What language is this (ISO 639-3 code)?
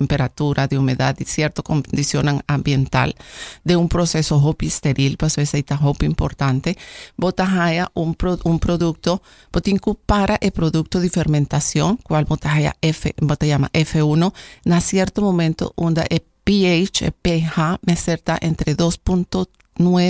pap